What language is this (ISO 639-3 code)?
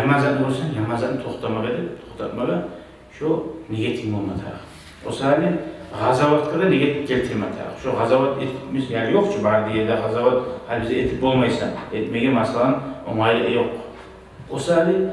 kum